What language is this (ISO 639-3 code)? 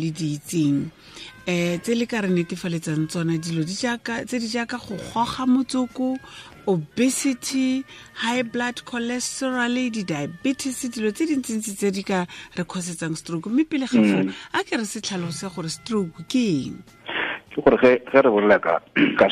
tsn